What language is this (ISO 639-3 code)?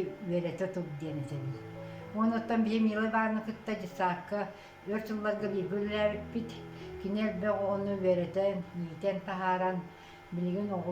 sah